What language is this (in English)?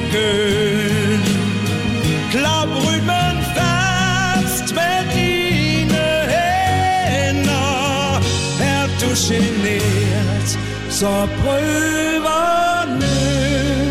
Danish